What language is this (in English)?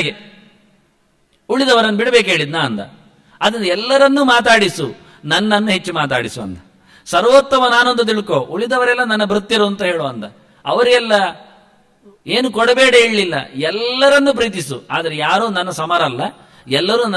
Kannada